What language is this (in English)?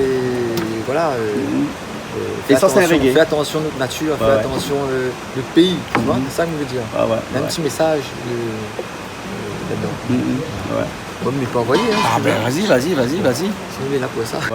Réunion Creole French